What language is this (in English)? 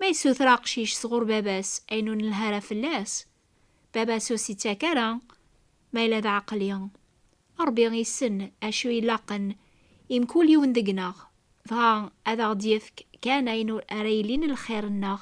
Kabyle